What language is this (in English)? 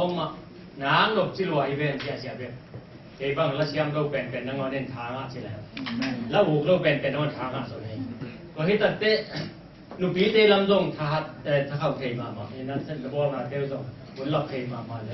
Tedim Chin